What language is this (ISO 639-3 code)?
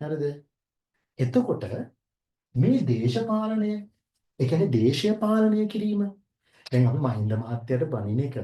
sin